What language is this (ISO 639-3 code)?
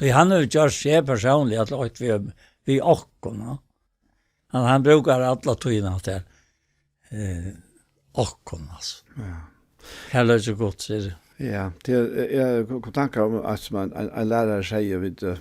fao